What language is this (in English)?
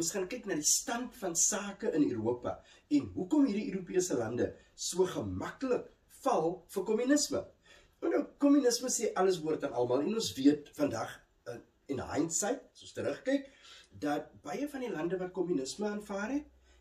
Afrikaans